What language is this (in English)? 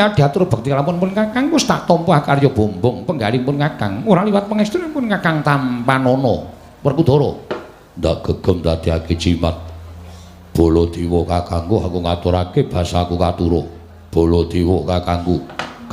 Javanese